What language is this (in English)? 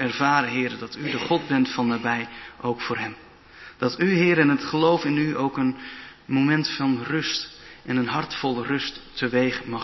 Dutch